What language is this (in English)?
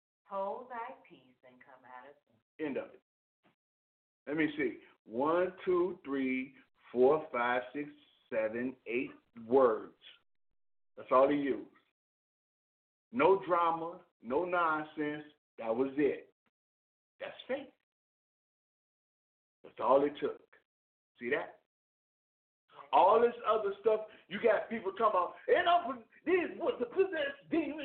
English